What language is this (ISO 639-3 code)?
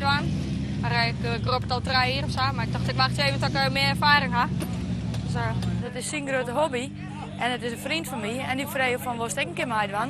fry